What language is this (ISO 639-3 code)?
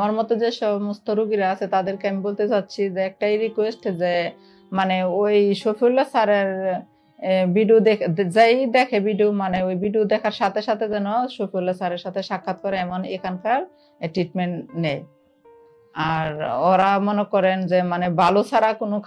ben